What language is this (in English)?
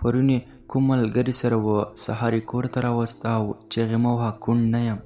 Pashto